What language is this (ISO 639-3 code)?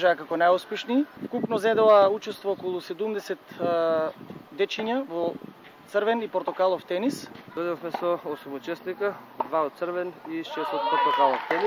mkd